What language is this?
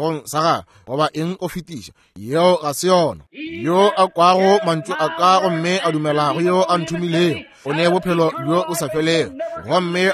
Northern Sotho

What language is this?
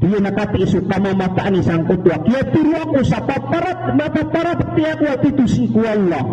Maranao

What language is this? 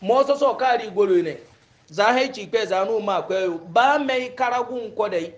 Hausa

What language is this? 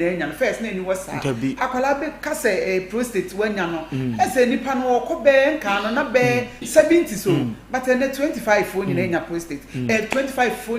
Akan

